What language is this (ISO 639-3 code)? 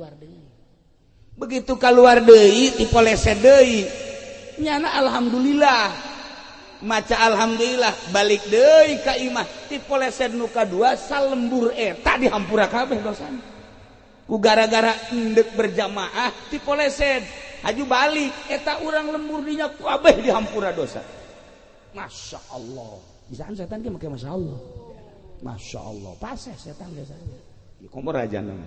sun